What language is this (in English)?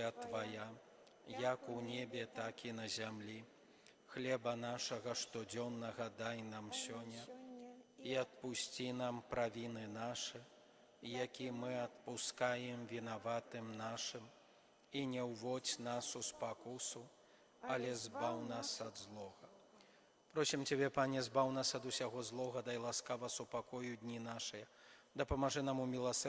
Belarusian